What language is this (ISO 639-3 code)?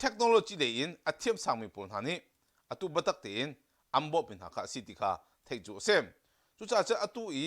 cnh